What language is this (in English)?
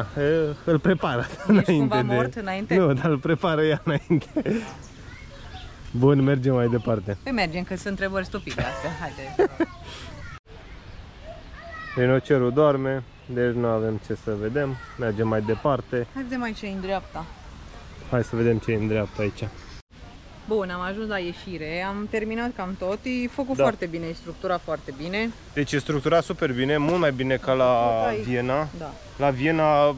Romanian